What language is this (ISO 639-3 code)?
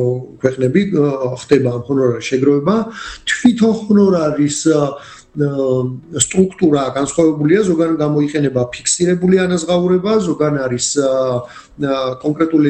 kat